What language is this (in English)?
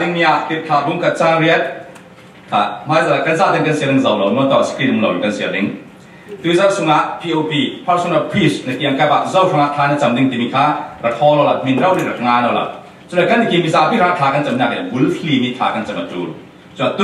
Falam Chin